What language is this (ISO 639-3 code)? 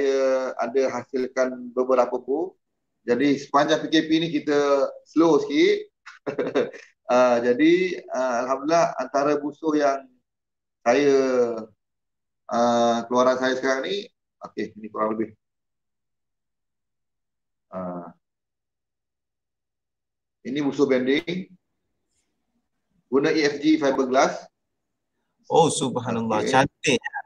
msa